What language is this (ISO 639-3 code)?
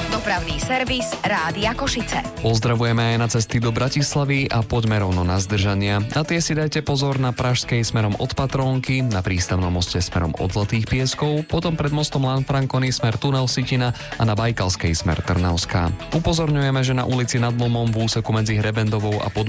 slk